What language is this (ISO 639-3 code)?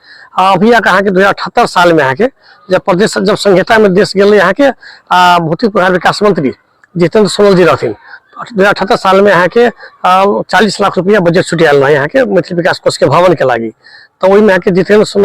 mai